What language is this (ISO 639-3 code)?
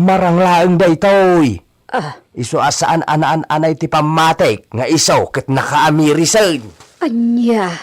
ilo